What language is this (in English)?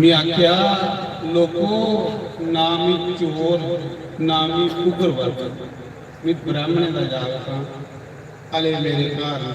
Dogri